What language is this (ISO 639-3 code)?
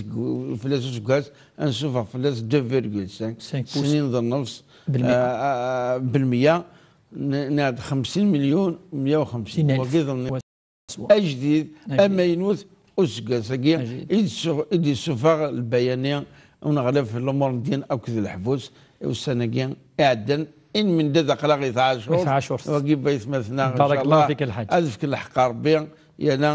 kab